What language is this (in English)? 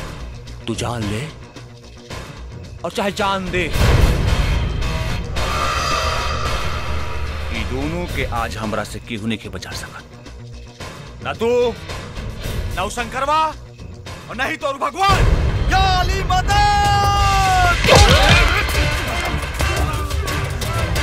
Bhojpuri